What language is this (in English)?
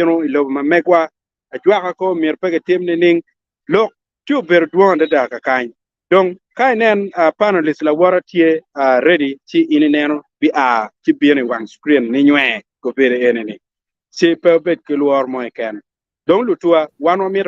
Acoli